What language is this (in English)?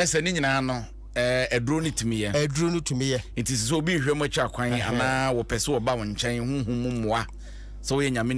Akan